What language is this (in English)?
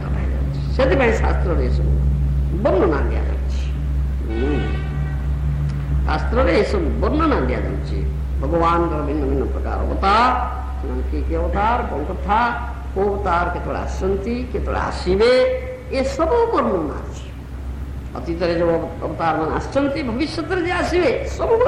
Odia